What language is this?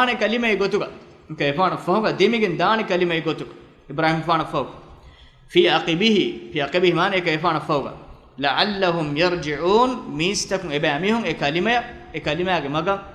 Divehi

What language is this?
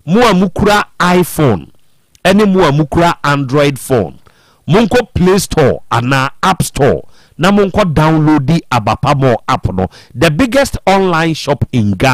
Akan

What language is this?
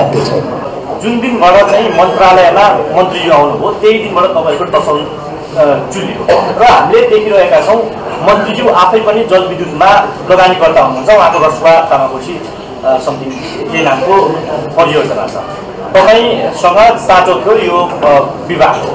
Nepali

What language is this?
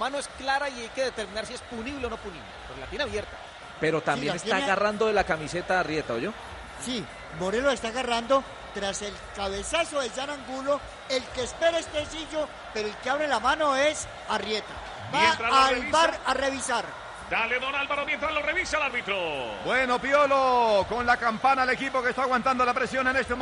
Spanish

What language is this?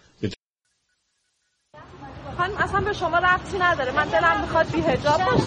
Persian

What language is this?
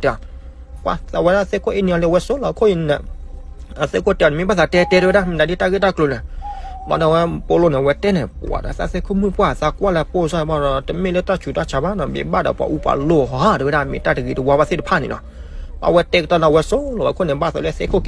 S'gaw Karen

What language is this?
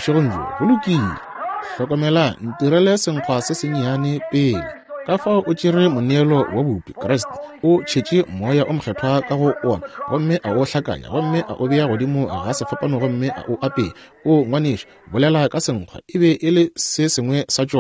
Northern Sotho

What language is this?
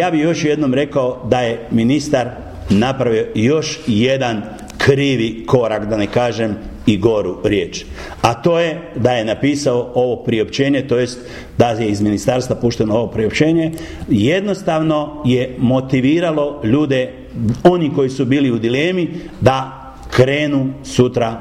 Croatian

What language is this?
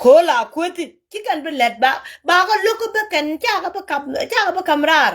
Nuer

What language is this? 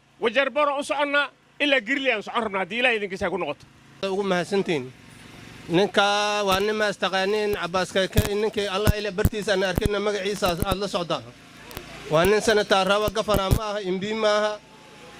Somali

